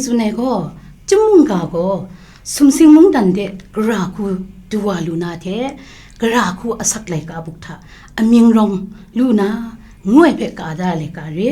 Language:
Kachin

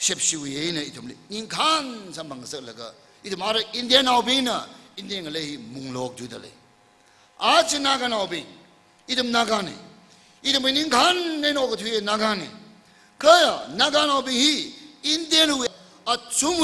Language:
Tangkhul Naga (India)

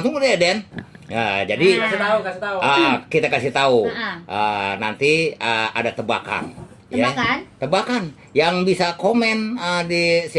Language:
Betawi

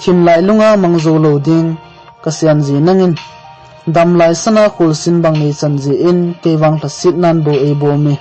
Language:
Thado Chin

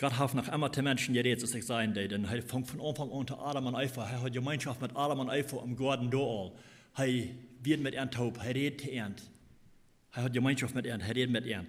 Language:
Plautdietsch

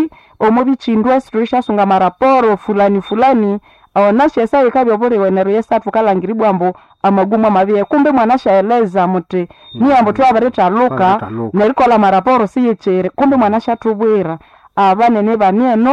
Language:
Nande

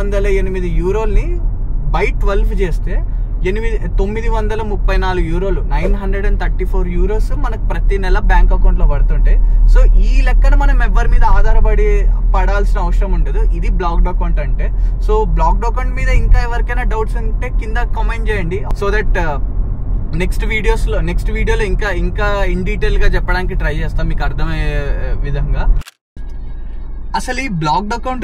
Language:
Telugu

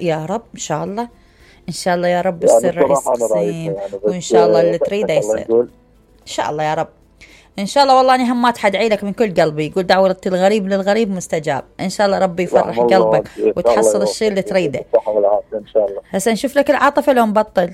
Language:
Mesopotamian Arabic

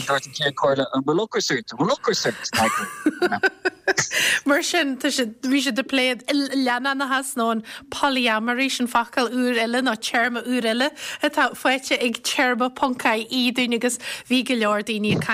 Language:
Irish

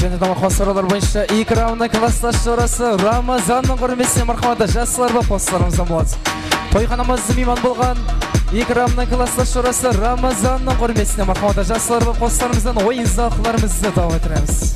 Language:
Kara-Kalpak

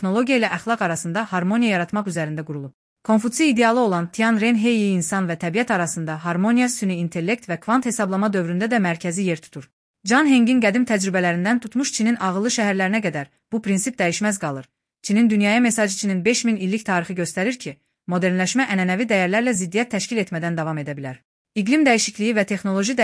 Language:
Azerbaijani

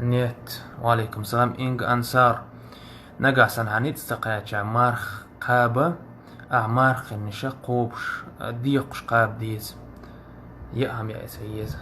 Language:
Chechen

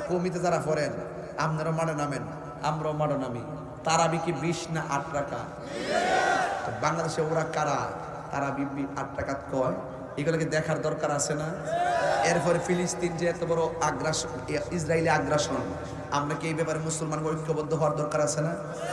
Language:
Bangla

